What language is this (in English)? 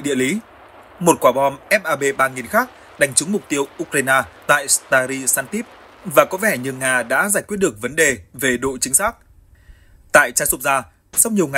Vietnamese